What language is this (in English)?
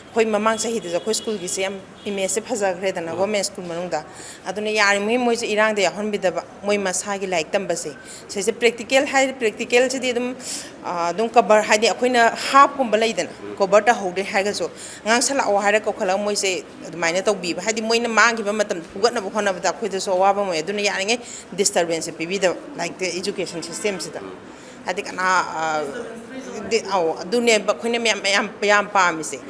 Manipuri